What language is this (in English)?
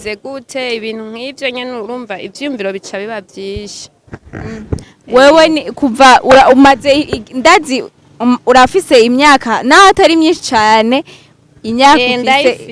Rundi